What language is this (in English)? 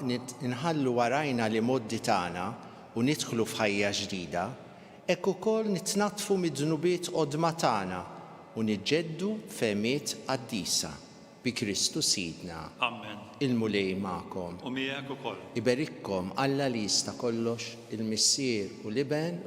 Maltese